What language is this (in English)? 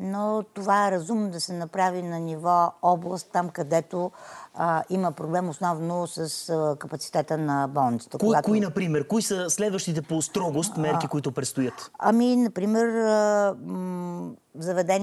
Bulgarian